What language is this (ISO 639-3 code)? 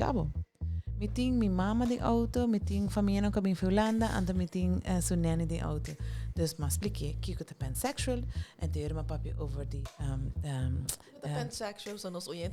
pap